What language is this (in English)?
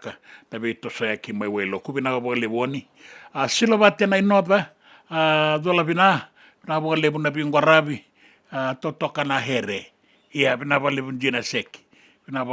Fijian